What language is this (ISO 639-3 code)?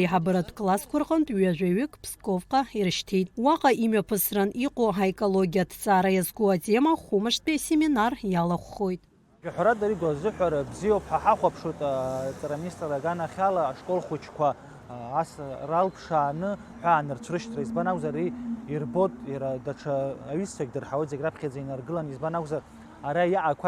abk